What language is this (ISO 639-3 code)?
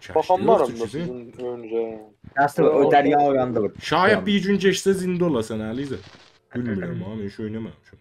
azb